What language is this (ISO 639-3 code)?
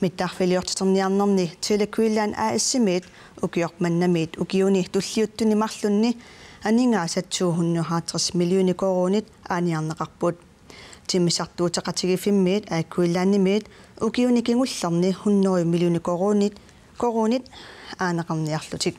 kal